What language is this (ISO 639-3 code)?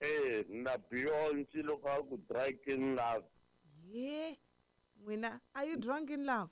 tso